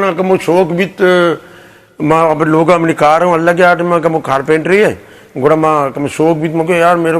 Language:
Eastern Balochi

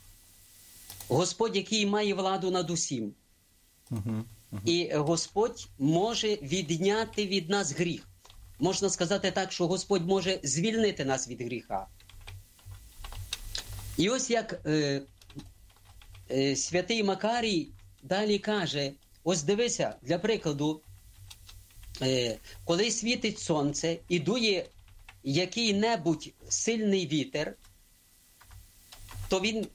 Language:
Ukrainian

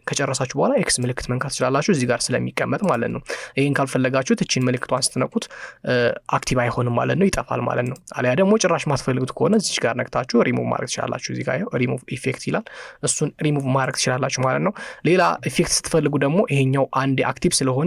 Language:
Amharic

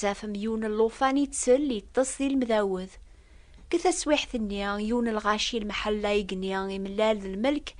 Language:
Kabyle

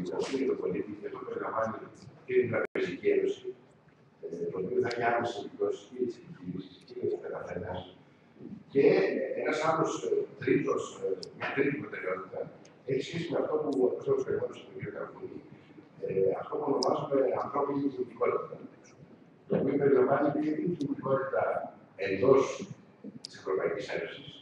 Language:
Greek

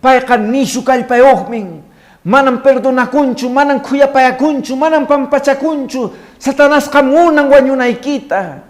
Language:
Quechua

